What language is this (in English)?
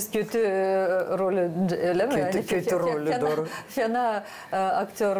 Gagauz